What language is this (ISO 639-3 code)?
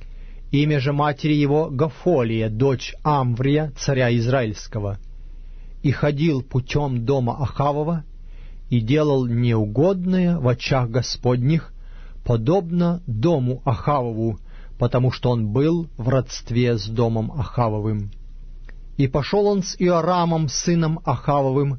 rus